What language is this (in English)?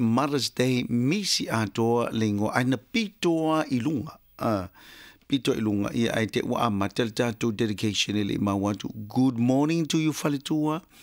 Samoan